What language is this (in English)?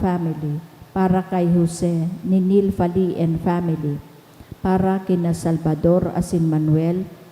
Bikol